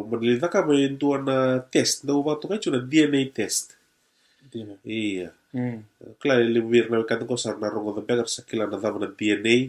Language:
Fijian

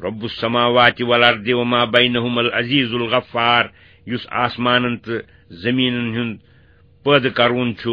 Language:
Kashmiri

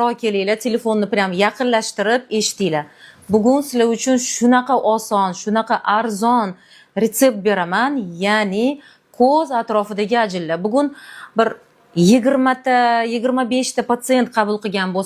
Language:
Uzbek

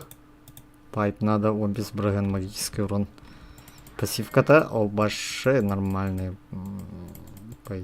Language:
Yakut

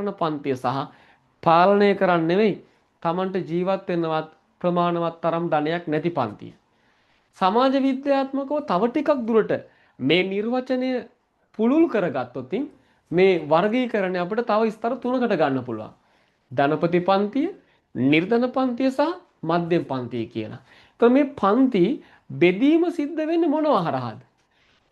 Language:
Sinhala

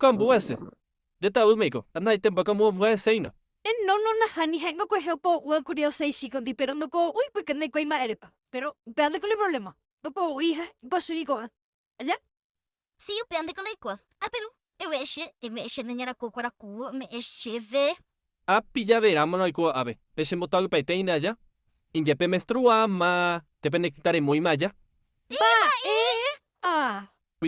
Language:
Guarani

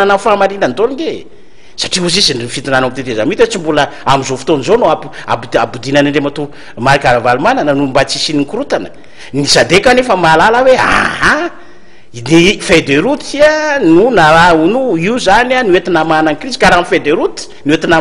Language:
Malagasy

